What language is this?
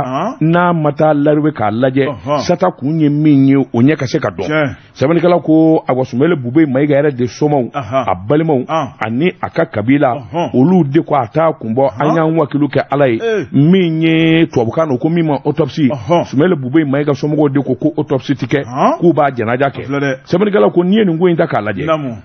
Bambara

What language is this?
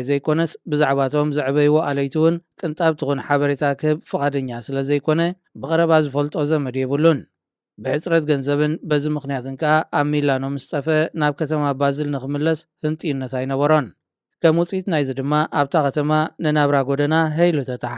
Tigrinya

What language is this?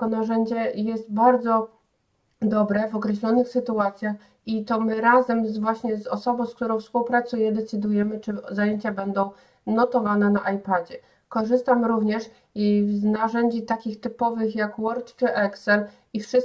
Polish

